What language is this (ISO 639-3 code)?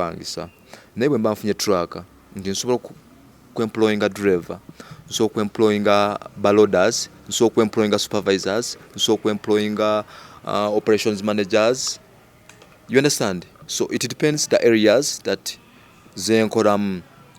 lug